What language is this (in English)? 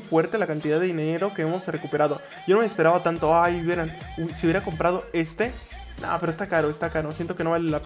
Spanish